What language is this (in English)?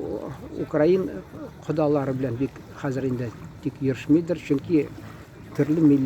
Tatar